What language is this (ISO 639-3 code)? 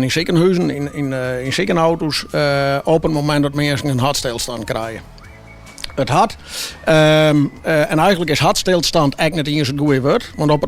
fry